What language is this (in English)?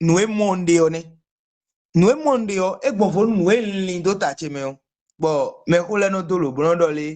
Fon